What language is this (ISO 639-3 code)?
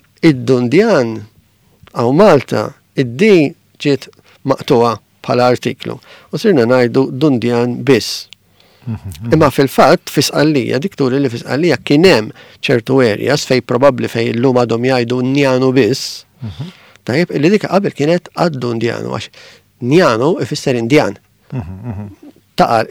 mlt